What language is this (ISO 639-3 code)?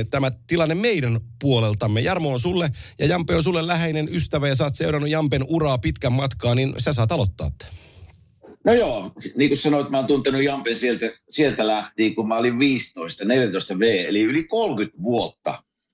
fin